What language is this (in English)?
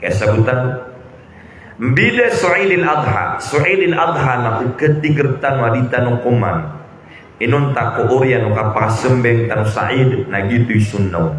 Maranao